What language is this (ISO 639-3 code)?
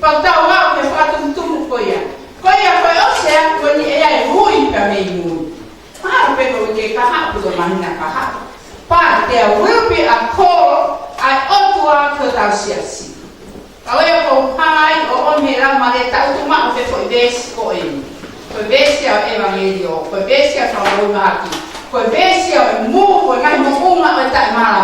ton